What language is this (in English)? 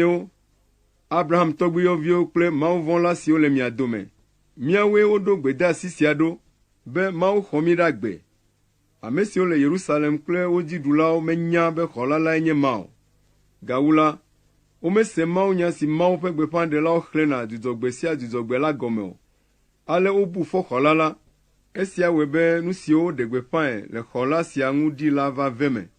Ewe